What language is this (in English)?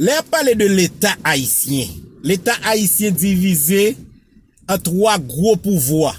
Haitian Creole